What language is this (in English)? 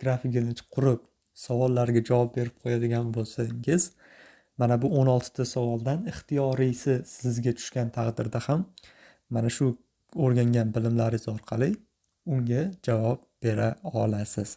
Uzbek